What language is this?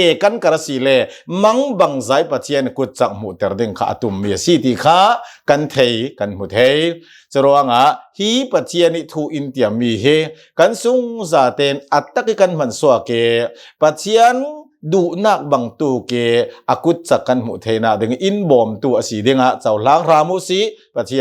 Hakha Chin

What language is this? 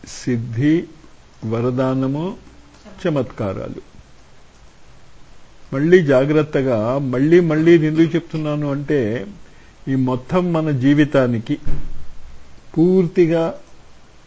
Telugu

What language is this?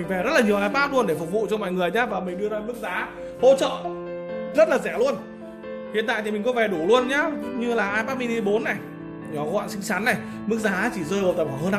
Vietnamese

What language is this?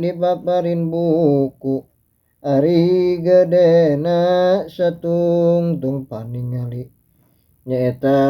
Sundanese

